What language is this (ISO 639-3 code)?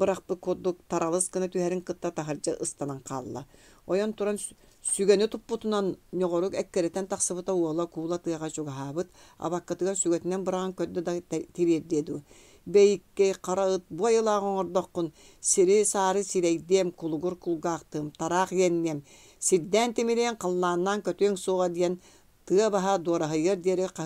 sah